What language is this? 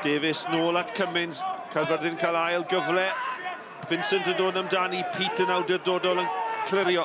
Welsh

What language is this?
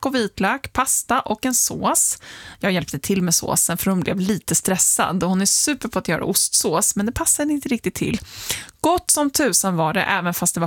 Swedish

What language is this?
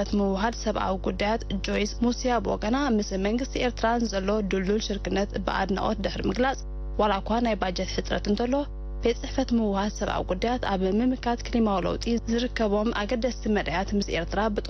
Tigrinya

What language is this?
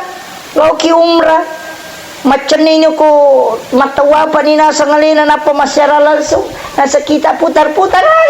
Buginese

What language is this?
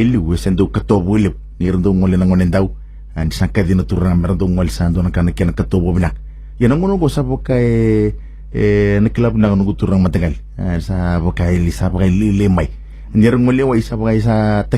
Fijian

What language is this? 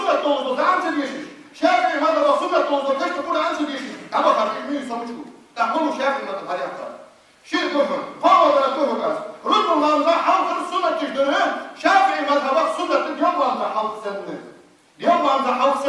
Ingush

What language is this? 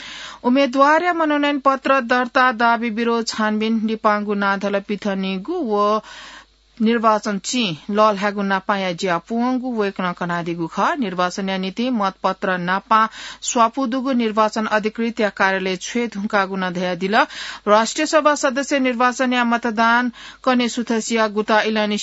Newari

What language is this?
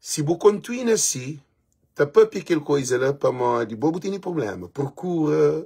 Kabuverdianu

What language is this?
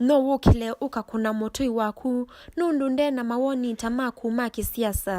Kamba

